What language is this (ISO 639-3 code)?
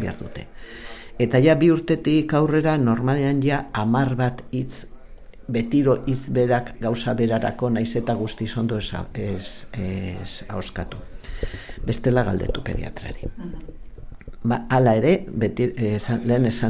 eus